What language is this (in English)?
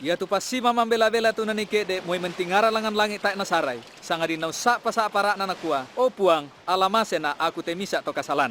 Toraja-Sa'dan